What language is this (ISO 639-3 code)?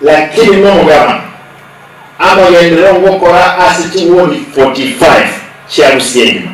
guz